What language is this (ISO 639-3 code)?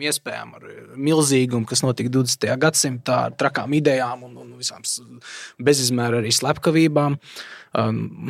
lav